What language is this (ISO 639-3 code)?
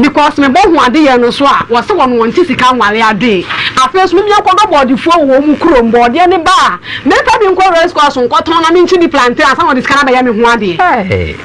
aka